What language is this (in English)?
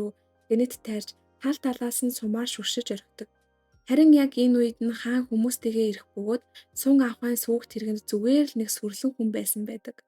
Mongolian